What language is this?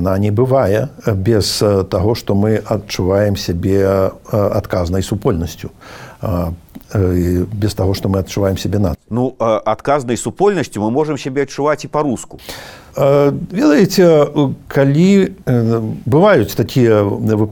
Belarusian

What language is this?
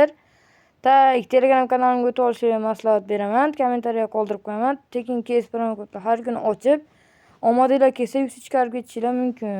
Uzbek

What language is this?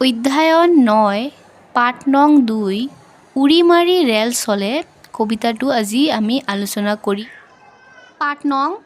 Assamese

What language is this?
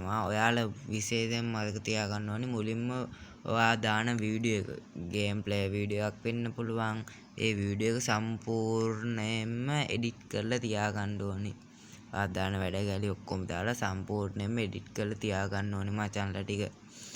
Sinhala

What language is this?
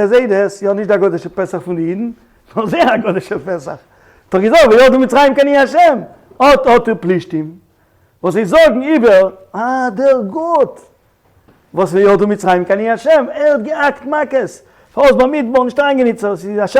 Yiddish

